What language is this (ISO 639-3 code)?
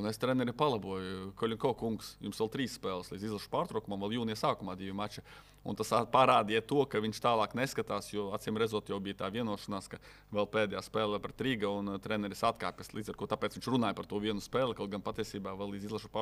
lav